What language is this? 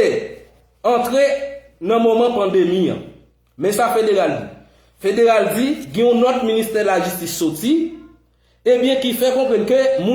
Haitian Creole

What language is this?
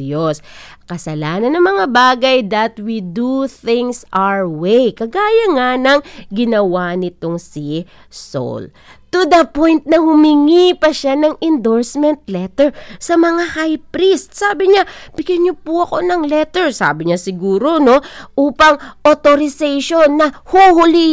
Filipino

